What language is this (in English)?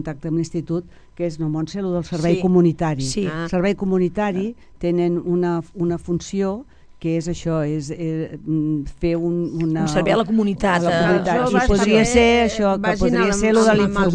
Catalan